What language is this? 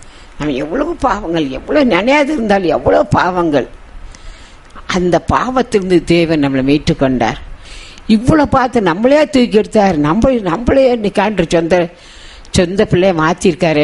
Tamil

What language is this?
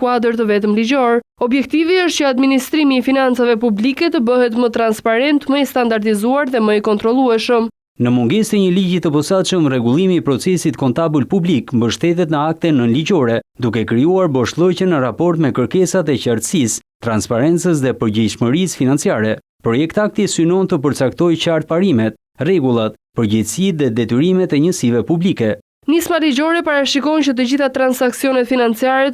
Albanian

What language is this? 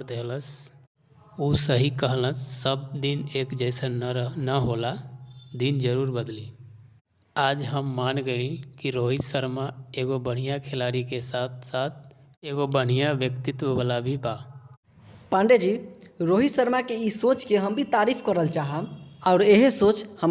Bhojpuri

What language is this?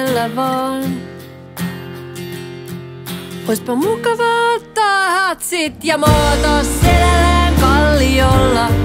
Finnish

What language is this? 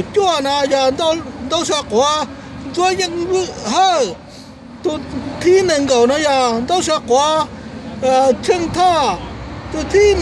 Hmong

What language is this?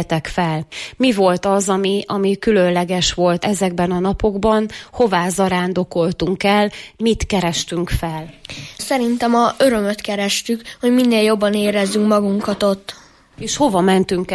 Hungarian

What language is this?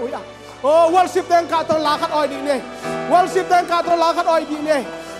Tedim Chin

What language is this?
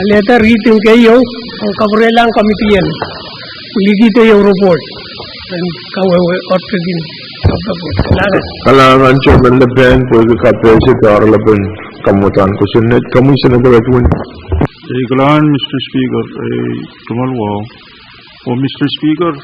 Pohnpeian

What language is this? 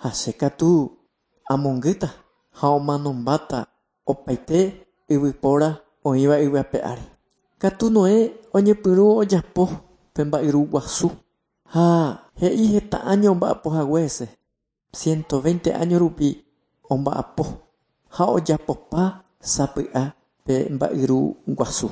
Guarani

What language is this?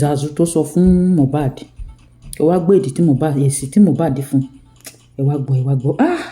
Yoruba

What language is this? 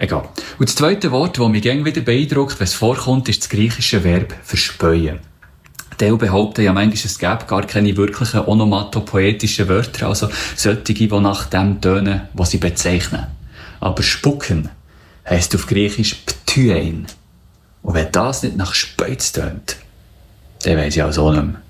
Swiss German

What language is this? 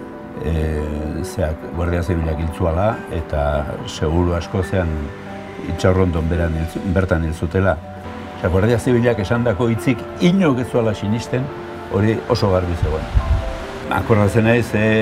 Basque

